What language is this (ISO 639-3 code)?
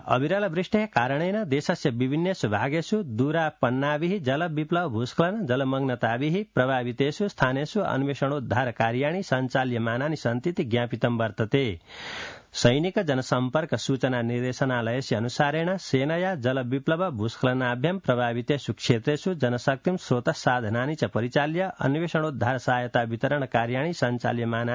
san